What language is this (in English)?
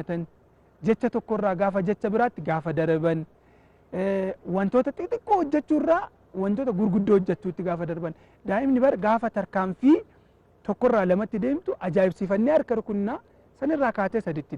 Oromo